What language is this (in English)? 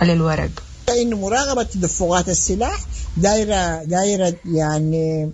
Sudanese Arabic